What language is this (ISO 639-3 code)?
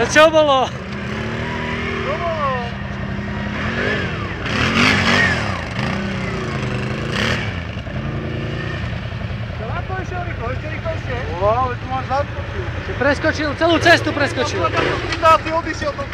slk